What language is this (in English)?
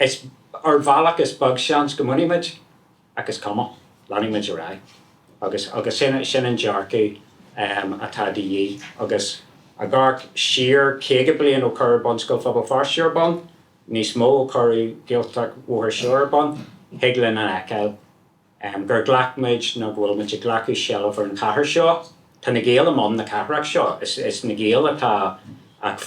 Irish